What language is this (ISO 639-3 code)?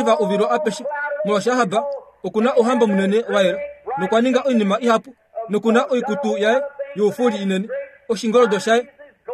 kua